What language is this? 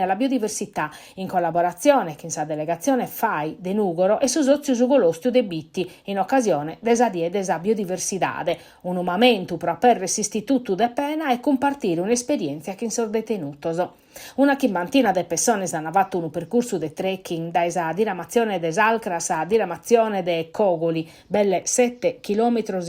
Sardinian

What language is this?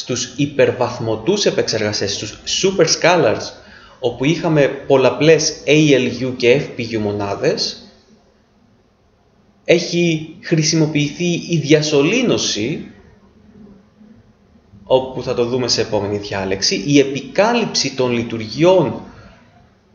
Greek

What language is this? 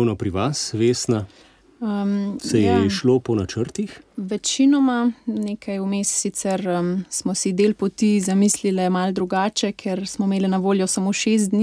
Slovenian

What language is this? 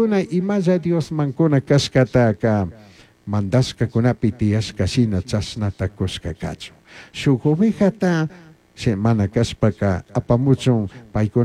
Chimborazo Highland Quichua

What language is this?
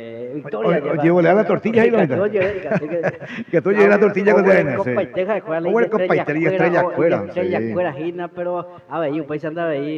Guarani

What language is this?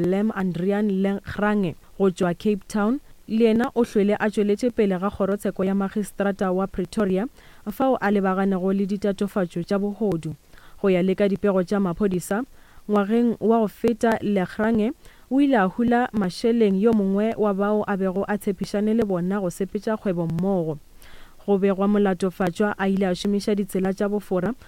Northern Sotho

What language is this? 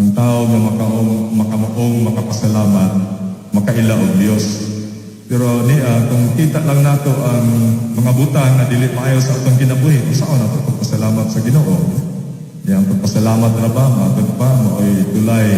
Cebuano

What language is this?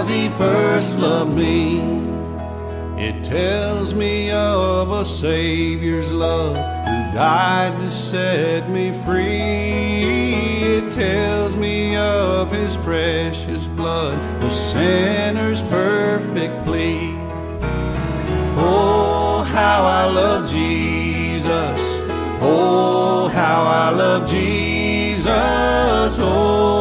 English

